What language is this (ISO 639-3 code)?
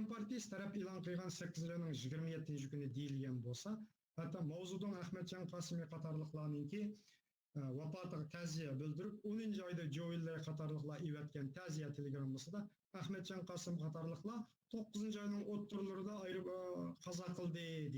uig